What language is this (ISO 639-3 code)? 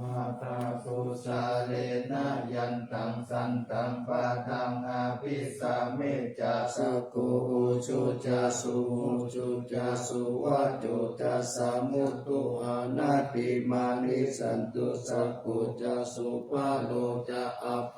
pli